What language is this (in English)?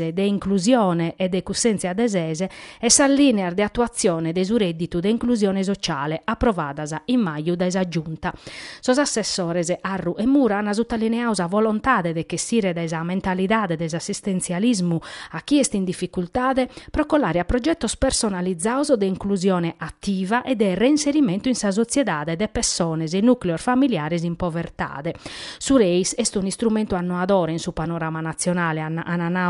Sardinian